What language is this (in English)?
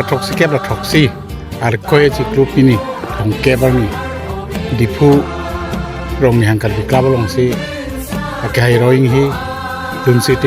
Karbi